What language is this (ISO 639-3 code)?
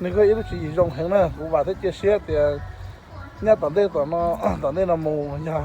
hmn